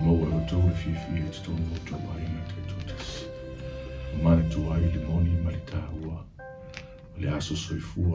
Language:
Samoan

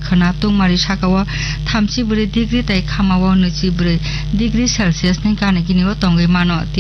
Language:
Kok Borok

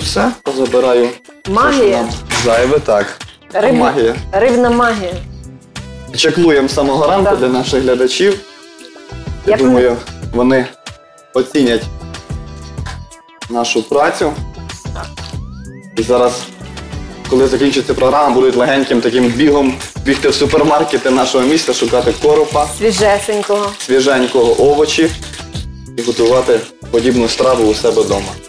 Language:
Ukrainian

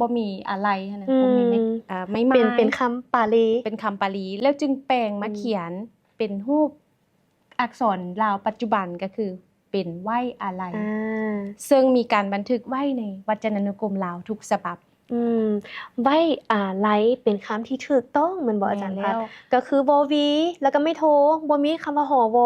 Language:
Lao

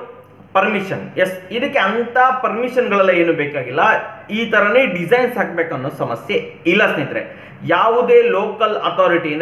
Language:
Kannada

